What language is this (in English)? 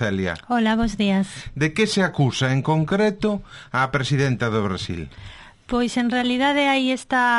Galician